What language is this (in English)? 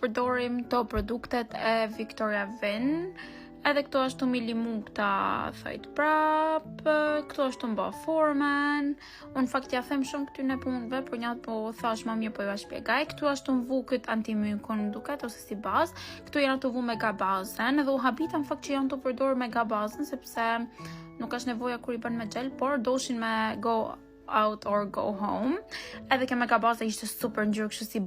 Albanian